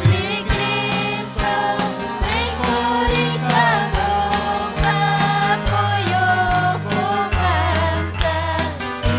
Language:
Ayacucho Quechua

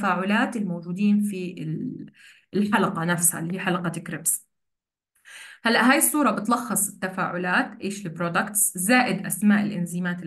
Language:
South Levantine Arabic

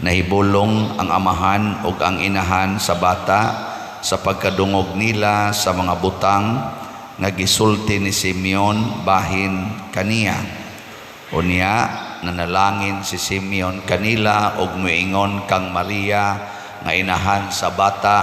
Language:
Cebuano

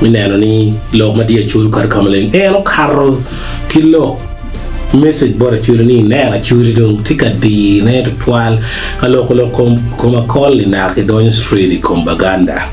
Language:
Acoli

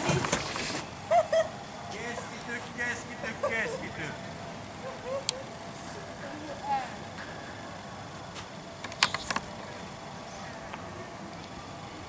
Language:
Finnish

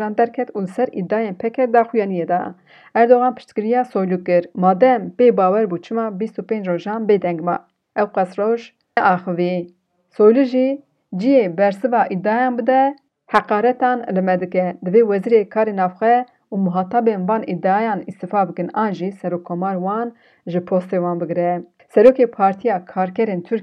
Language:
Kurdish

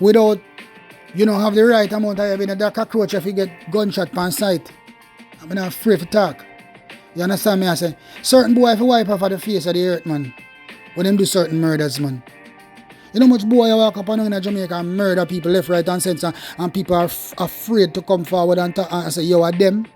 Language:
Jamaican Creole English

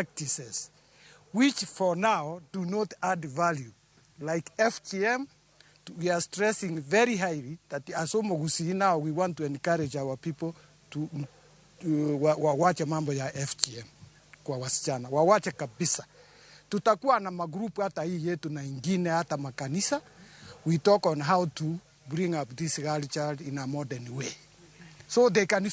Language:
Luo (Kenya and Tanzania)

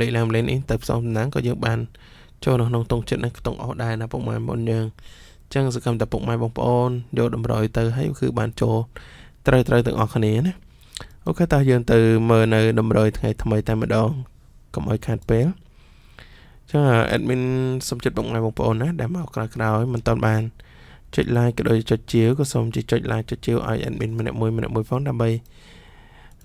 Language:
Khmer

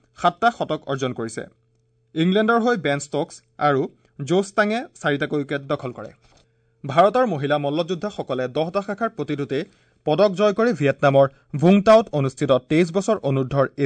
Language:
Assamese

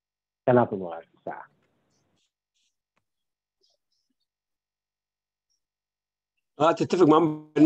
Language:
Arabic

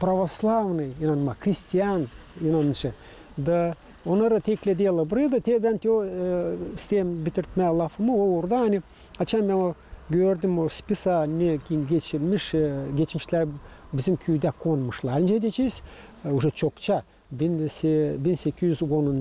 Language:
Gagauz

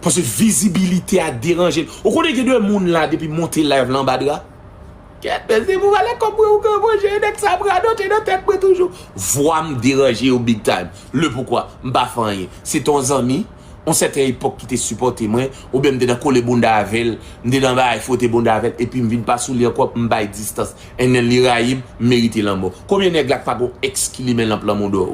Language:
Haitian Creole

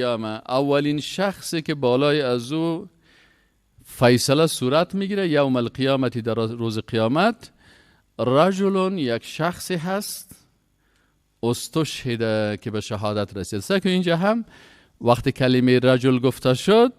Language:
Persian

